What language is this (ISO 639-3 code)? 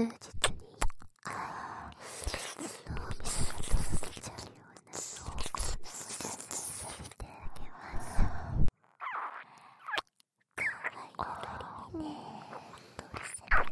jpn